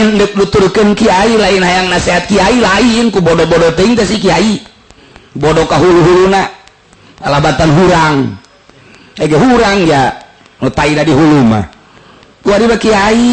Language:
Sundanese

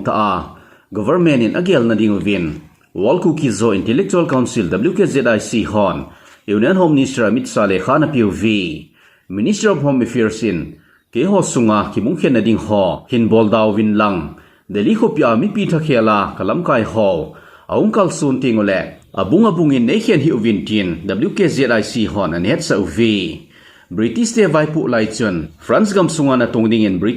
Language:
Thado Chin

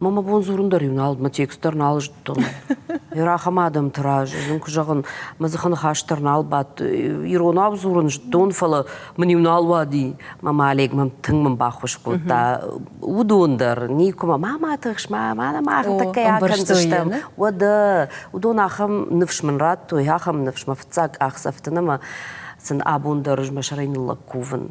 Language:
Ossetic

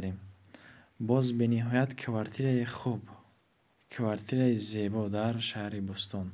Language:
Tajik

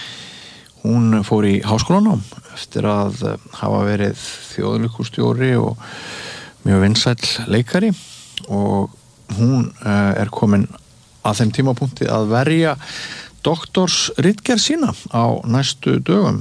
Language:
Icelandic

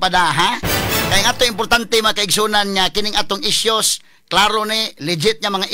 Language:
Cebuano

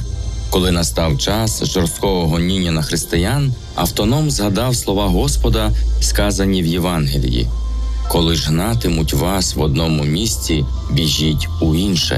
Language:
Ukrainian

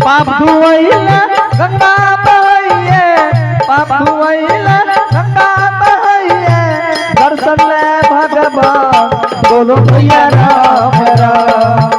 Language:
Angika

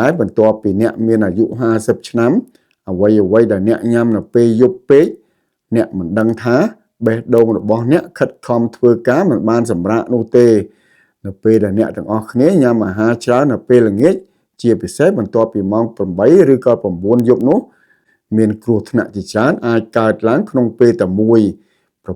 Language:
Khmer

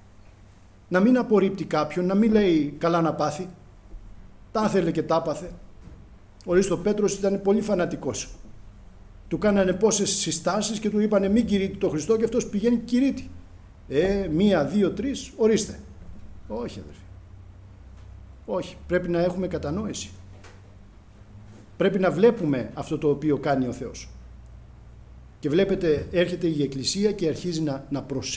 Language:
Greek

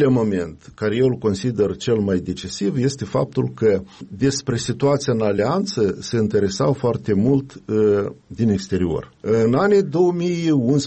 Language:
Romanian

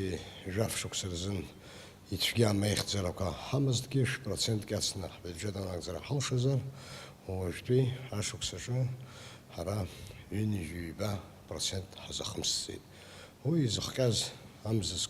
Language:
Abkhazian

